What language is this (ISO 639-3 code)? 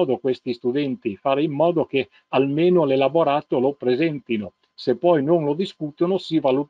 ita